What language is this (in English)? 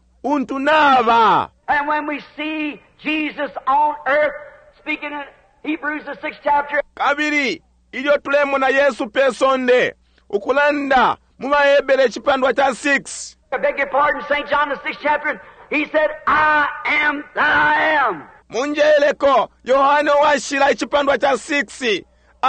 Bemba